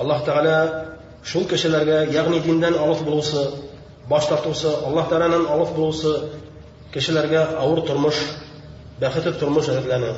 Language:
Bashkir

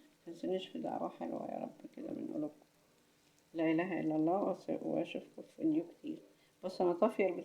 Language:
Egyptian Arabic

